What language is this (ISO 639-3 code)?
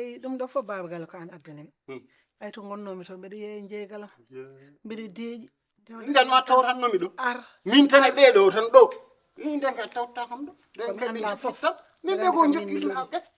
ful